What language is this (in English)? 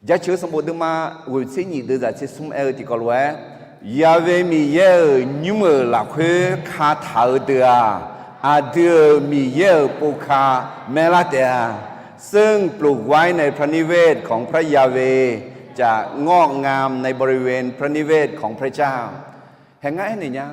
Akha